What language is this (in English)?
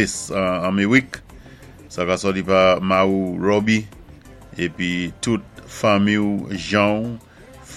Saint Lucian Creole French